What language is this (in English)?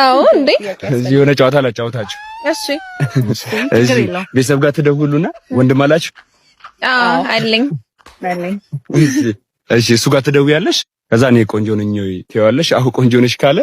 Amharic